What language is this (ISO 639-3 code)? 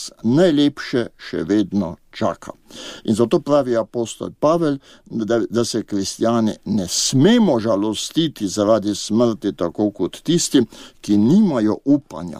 slv